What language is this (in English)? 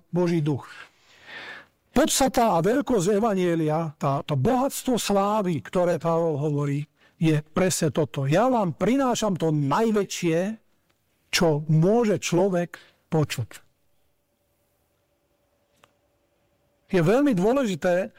Slovak